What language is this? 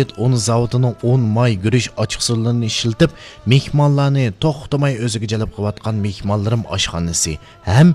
Uyghur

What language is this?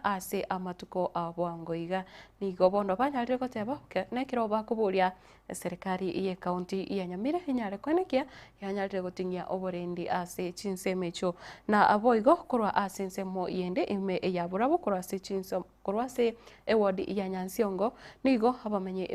Gusii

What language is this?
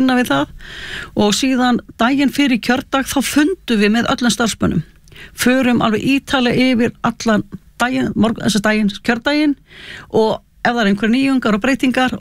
Icelandic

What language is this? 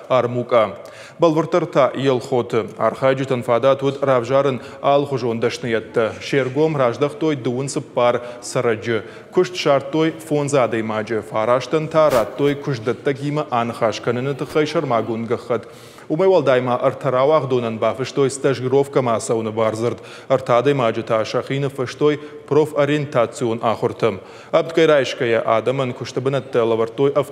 Ossetic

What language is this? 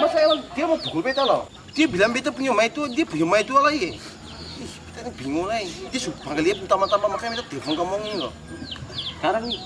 Ambonese Malay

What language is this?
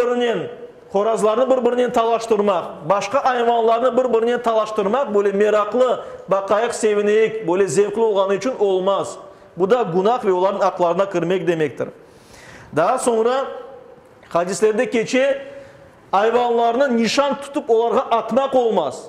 Crimean Tatar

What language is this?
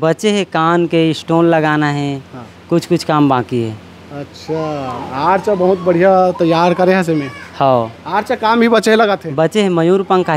Chhattisgarhi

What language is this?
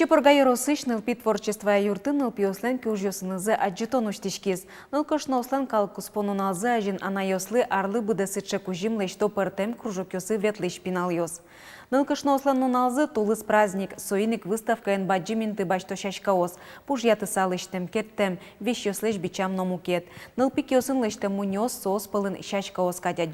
Udmurt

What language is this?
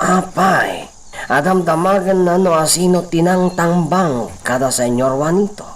Iloko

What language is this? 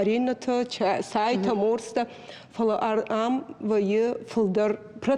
Ossetic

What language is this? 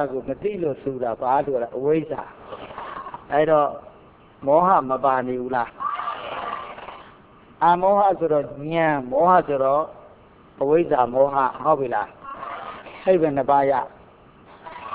Burmese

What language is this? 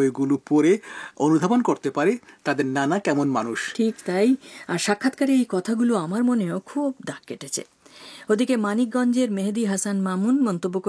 Bangla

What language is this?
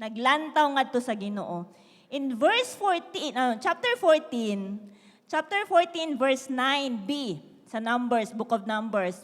Cebuano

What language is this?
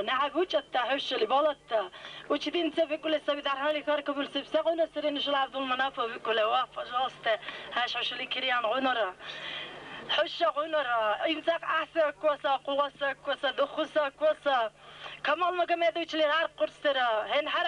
Dargwa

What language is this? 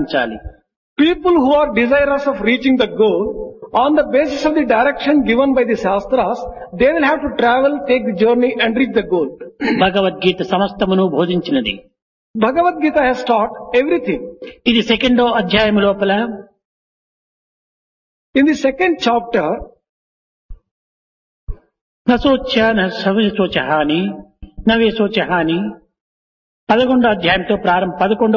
Telugu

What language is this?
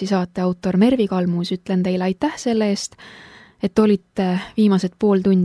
Estonian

